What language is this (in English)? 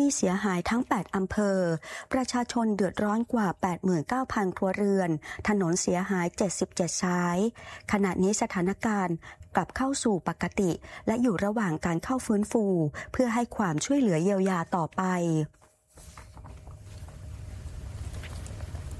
Thai